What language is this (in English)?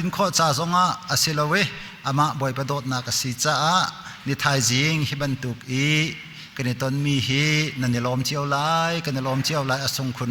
Hakha Chin